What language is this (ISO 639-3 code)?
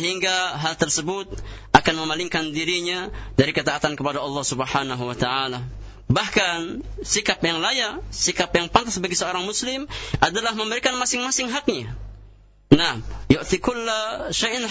ind